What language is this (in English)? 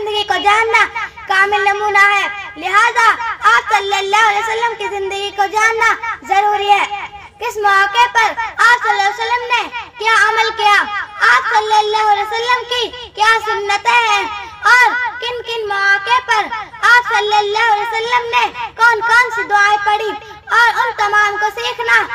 Urdu